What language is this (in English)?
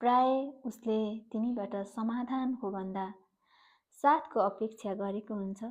Nepali